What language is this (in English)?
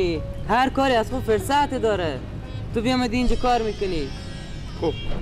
Persian